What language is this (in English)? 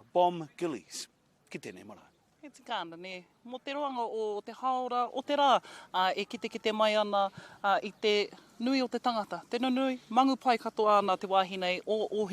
Māori